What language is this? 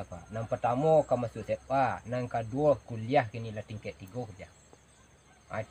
Minangkabau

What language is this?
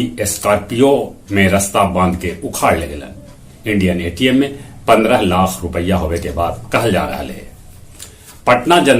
Magahi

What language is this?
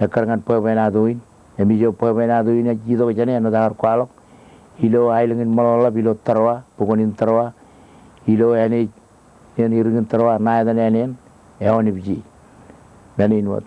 Marshallese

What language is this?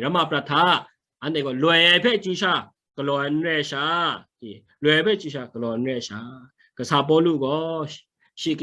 Kachin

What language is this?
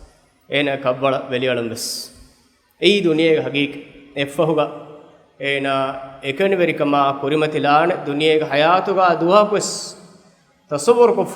Divehi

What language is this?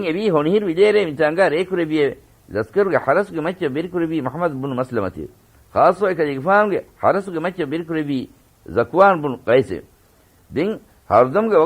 Divehi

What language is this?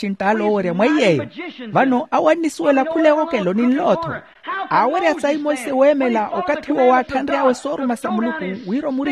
Makhuwa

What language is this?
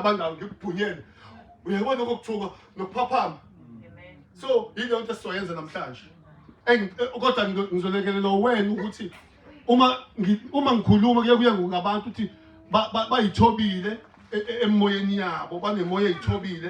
Zulu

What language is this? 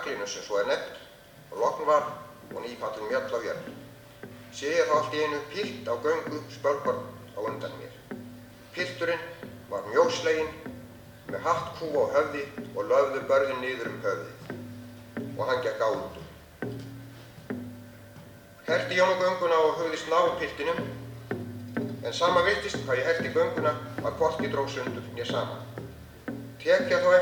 Icelandic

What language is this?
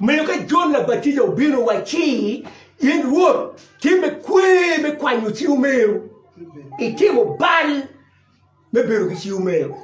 Acoli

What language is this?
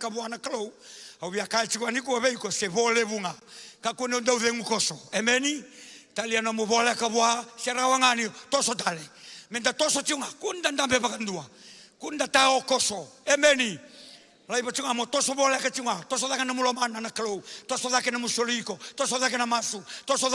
Fijian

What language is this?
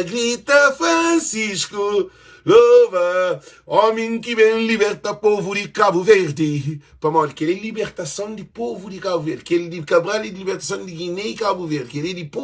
Kabuverdianu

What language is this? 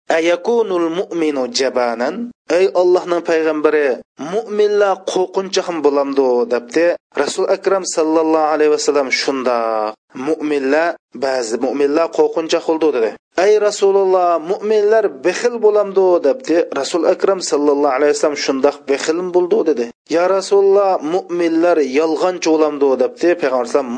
Uyghur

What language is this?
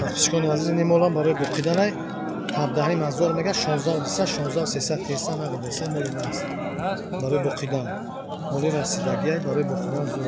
Tajik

